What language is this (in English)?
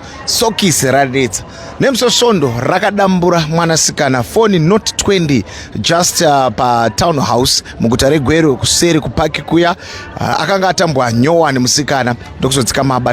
Shona